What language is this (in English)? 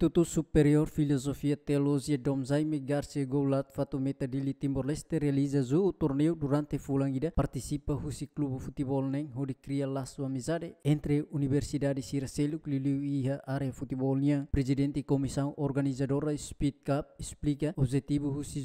Tetum